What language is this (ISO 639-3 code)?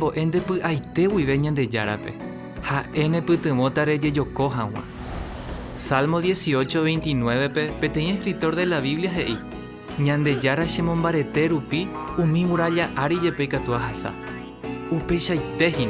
grn